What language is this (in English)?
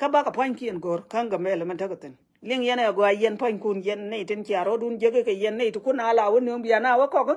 Nuer